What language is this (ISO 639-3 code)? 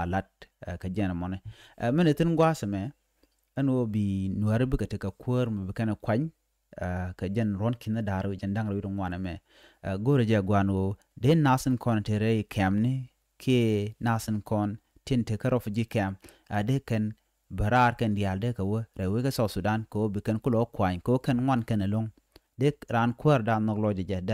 nus